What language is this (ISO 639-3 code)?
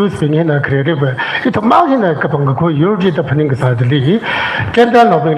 nmf